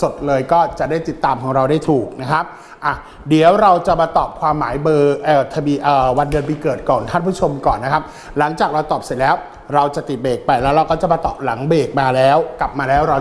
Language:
Thai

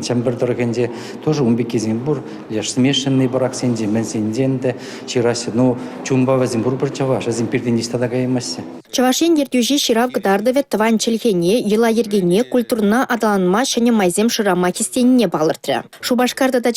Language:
Chuvash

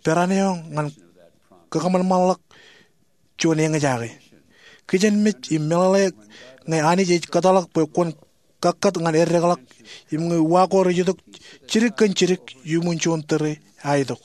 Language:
Marshallese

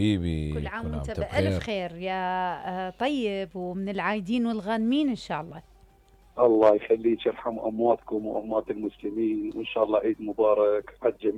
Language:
Mesopotamian Arabic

